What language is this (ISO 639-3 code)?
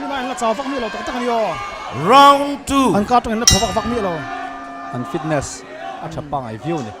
lus